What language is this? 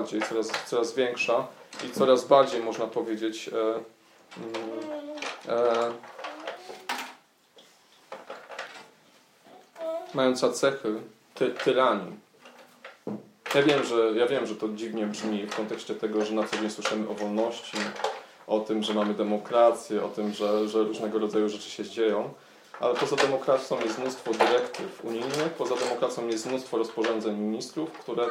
Polish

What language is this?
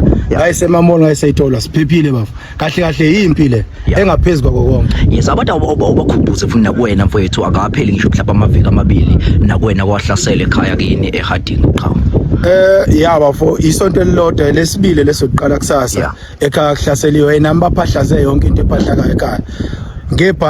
Zulu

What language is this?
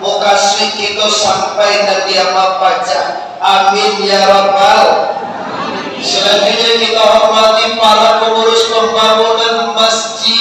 Minangkabau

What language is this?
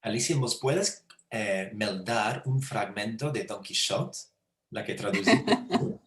Ladino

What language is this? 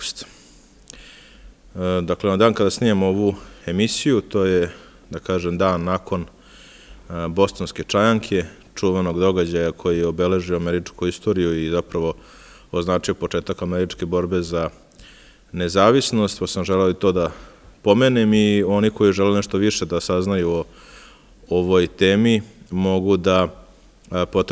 Serbian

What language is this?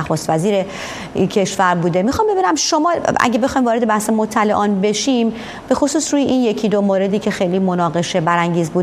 Persian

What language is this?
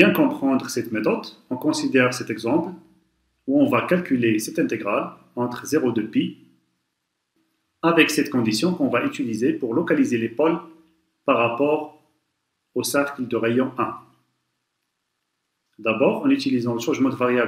French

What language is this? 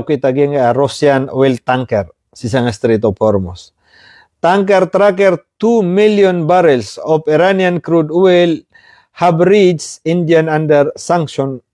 Maranao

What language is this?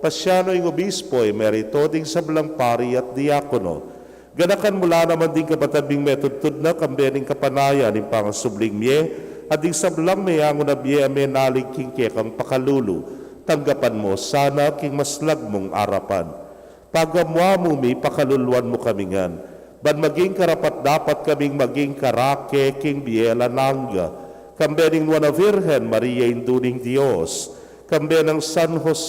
Pampanga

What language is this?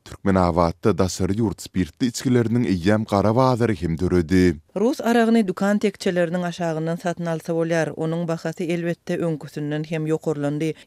Turkmen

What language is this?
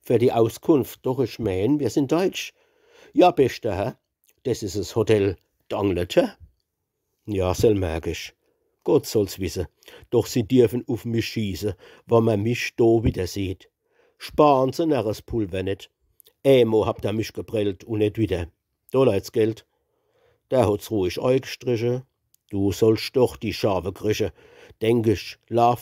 Palatine German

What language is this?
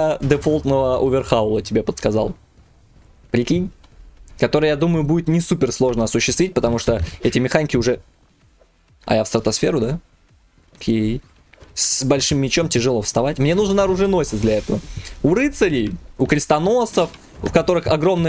Russian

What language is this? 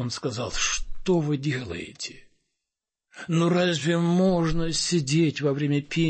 Russian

